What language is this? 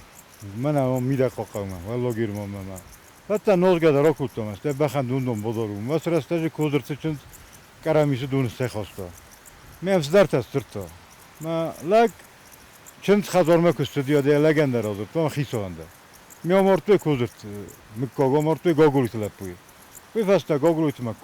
Ossetic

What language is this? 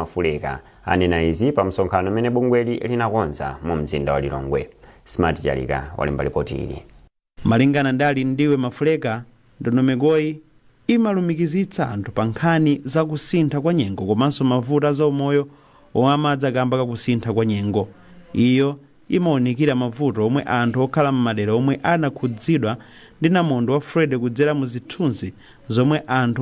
Nyanja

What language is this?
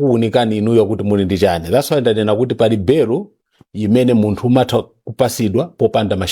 Nyanja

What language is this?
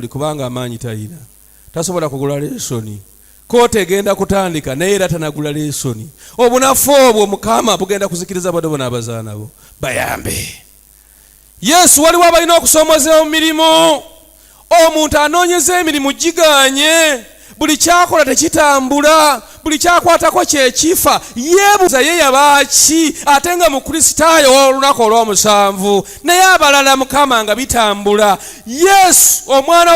Ganda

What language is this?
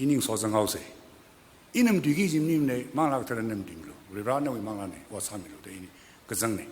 Tangkhul Naga (India)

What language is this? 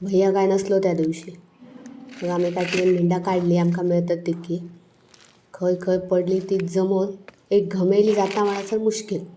Konkani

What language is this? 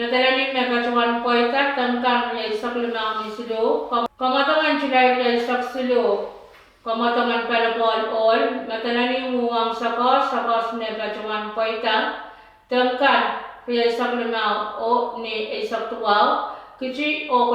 Pohnpeian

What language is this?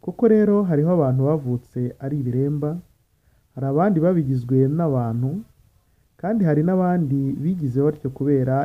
Kinyarwanda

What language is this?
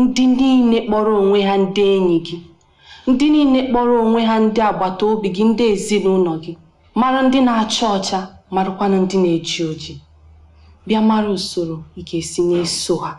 Igbo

